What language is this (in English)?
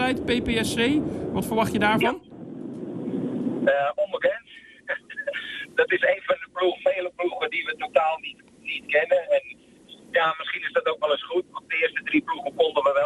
Dutch